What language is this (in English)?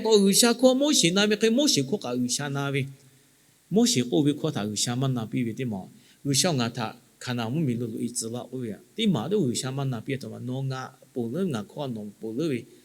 Lahu